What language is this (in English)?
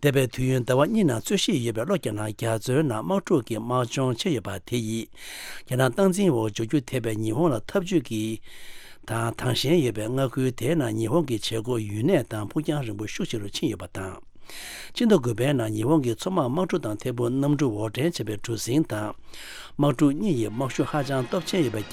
Tibetan